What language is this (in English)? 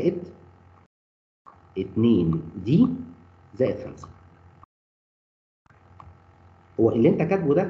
Egyptian Arabic